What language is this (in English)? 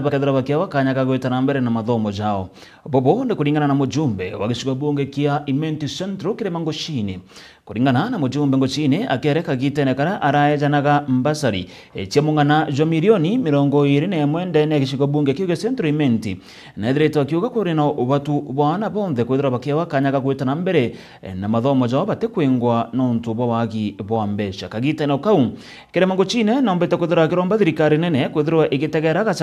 Meru